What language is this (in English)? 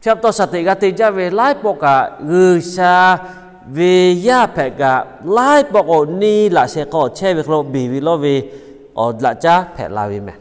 Lahu